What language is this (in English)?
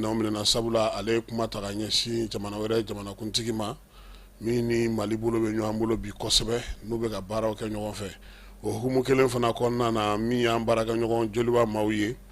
Bambara